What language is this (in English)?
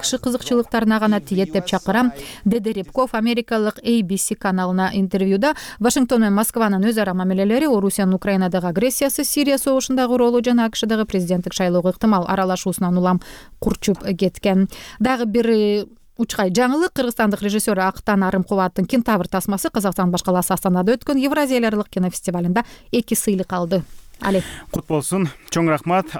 Kyrgyz